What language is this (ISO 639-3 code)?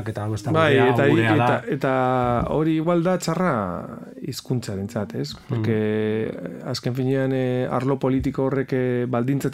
eus